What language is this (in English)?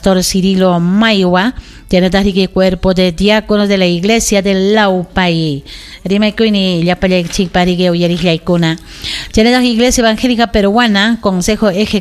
Ayacucho Quechua